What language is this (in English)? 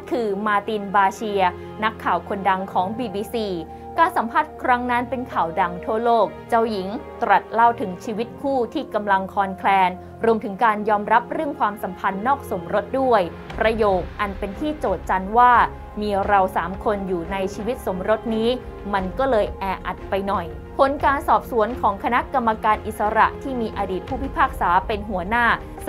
Thai